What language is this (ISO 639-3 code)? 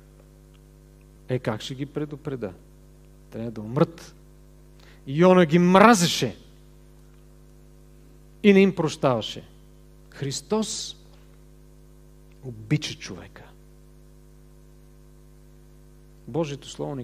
bul